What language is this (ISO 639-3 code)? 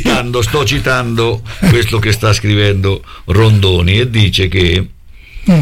ita